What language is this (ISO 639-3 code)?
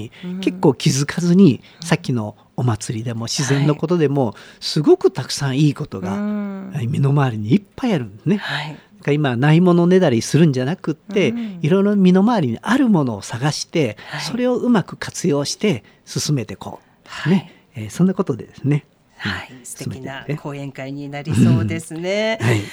jpn